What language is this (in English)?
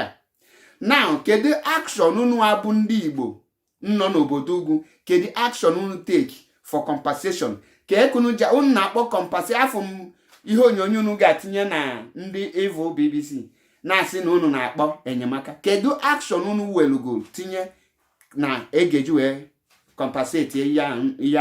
Igbo